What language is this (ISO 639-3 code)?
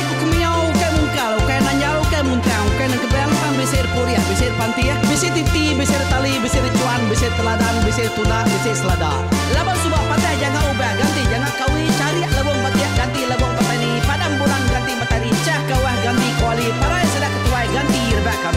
iba